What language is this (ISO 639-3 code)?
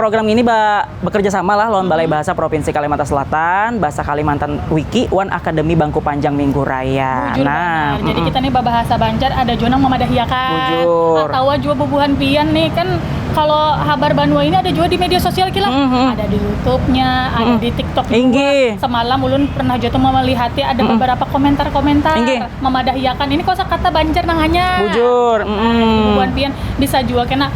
bjn